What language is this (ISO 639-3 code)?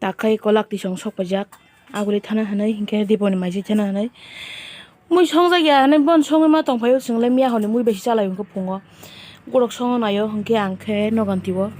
trp